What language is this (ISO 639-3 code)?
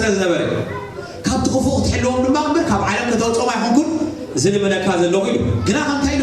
tir